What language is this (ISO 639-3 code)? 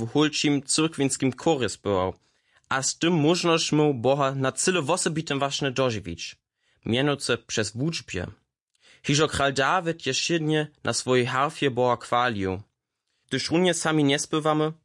hsb